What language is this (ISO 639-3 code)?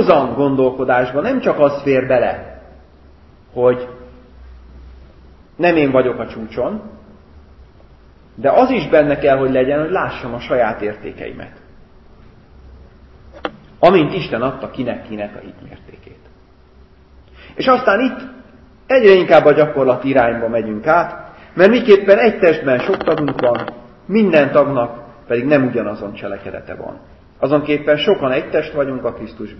hun